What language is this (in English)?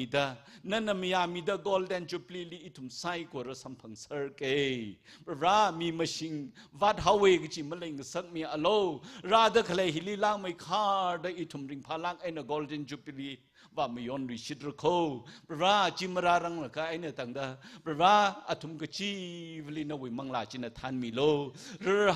Tangkhul Naga (India)